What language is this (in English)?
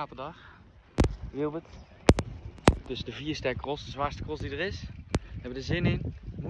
Dutch